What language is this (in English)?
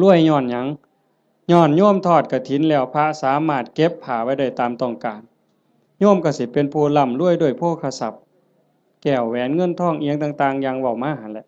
Northeastern Thai